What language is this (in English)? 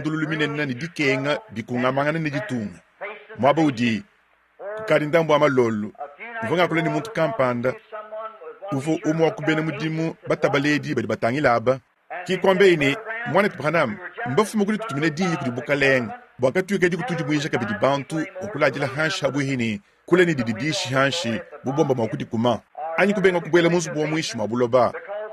Luba-Lulua